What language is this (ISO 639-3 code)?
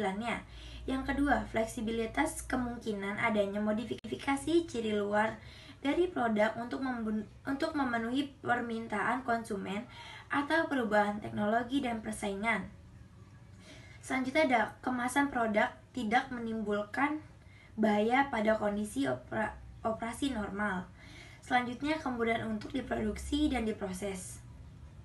ind